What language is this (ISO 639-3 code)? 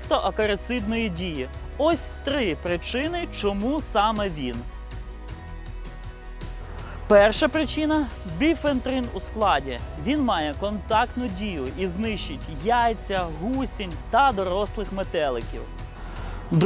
ukr